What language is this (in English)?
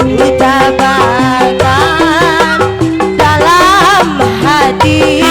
Betawi